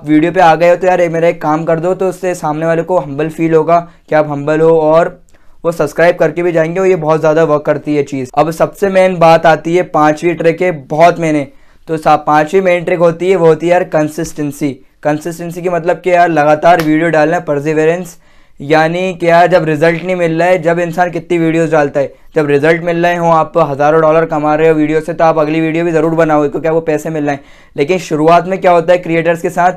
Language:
Hindi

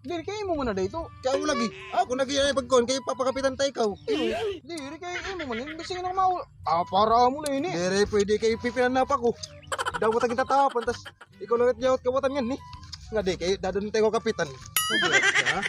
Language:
Waray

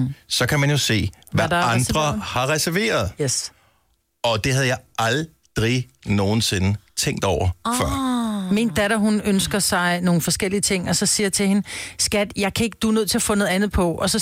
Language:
Danish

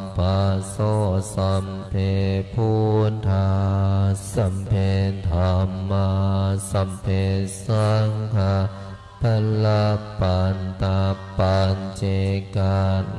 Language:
Pali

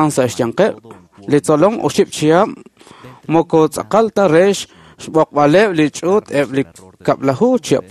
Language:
Kekchí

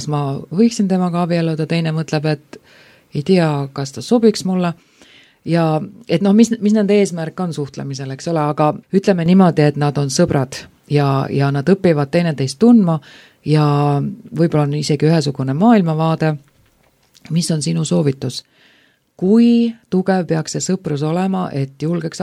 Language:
Estonian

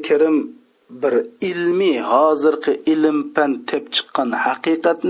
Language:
Uyghur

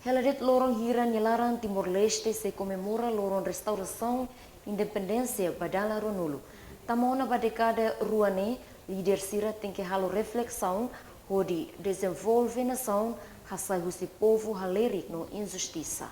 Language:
Tetum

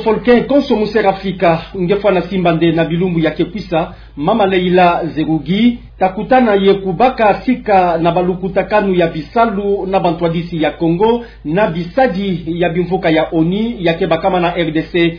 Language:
Kituba (Democratic Republic of Congo)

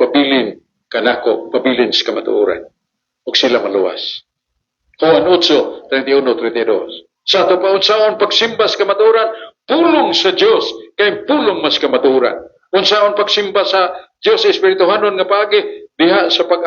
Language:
Cebuano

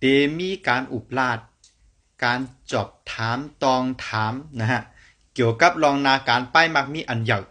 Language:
Shan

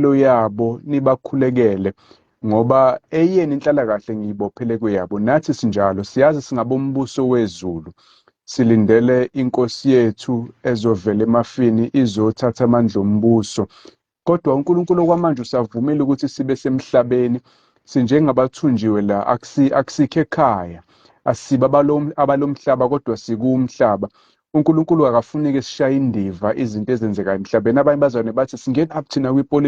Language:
Zulu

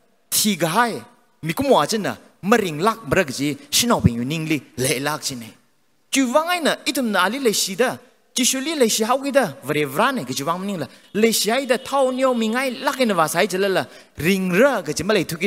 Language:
Tangkhul Naga (India)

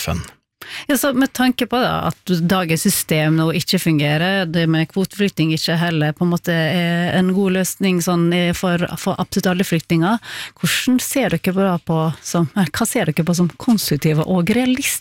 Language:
Norwegian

